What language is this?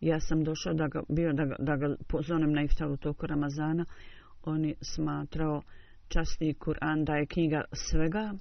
Bosnian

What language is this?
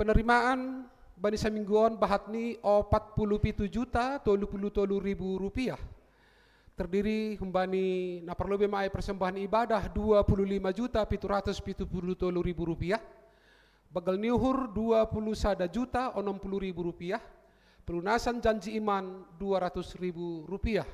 Batak Simalungun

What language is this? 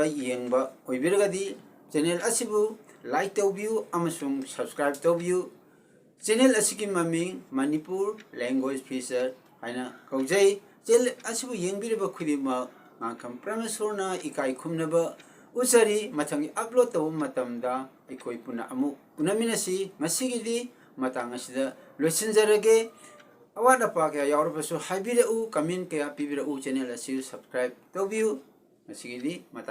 Manipuri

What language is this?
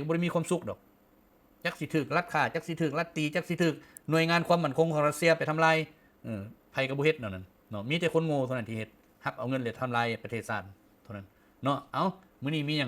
Lao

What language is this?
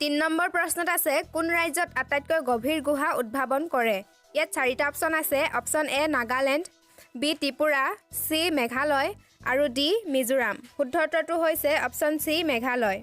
Assamese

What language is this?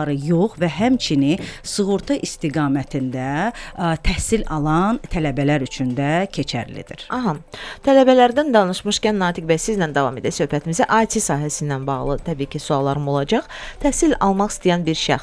Azerbaijani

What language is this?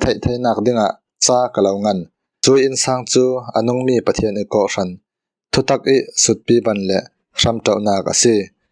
Falam Chin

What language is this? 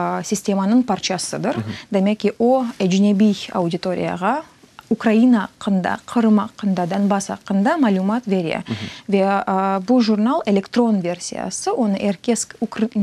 Crimean Tatar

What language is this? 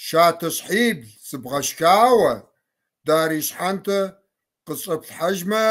Kabardian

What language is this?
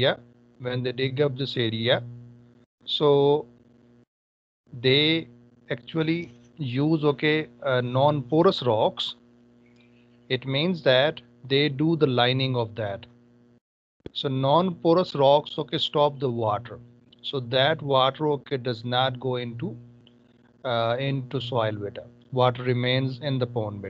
English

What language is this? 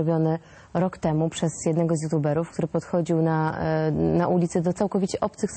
Polish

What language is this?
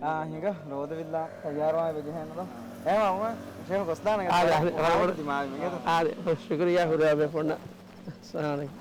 Divehi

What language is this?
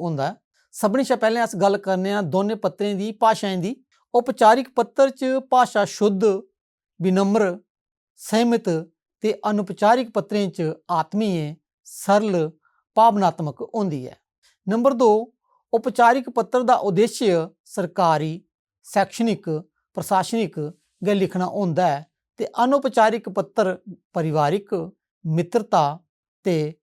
Dogri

